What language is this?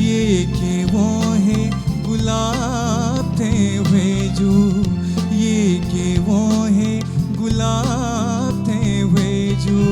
Newari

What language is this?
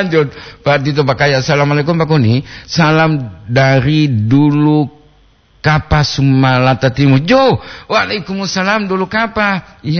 Gorontalo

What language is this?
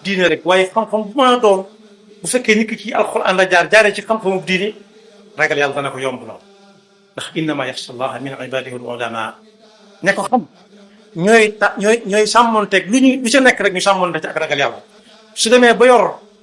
Wolof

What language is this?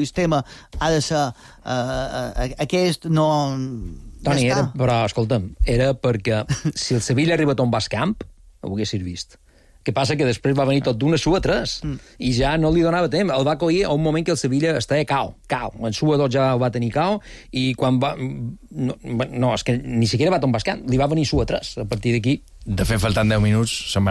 Catalan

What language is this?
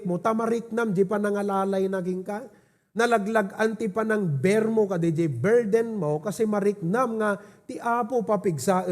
Iloko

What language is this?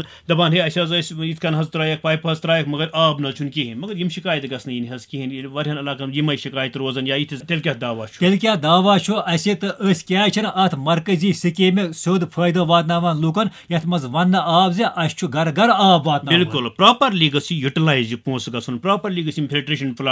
Kashmiri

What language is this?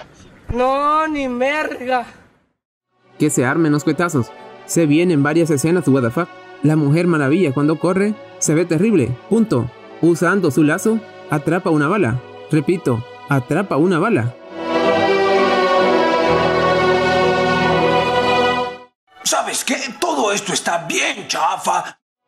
Spanish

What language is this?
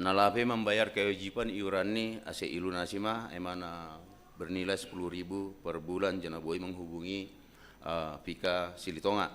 Batak Simalungun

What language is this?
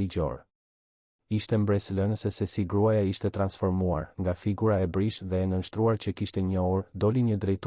Albanian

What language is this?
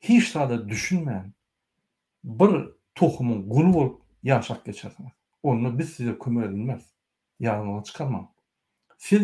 Turkmen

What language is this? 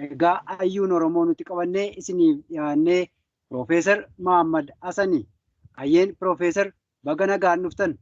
Oromo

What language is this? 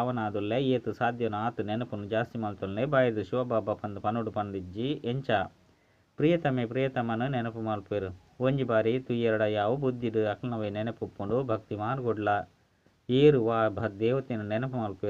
Tulu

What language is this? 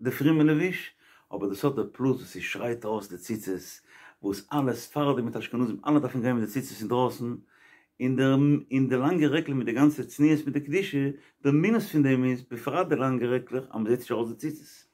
Yiddish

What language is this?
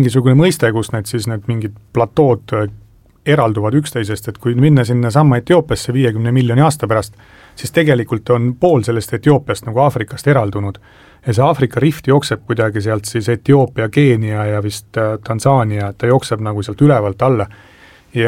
Estonian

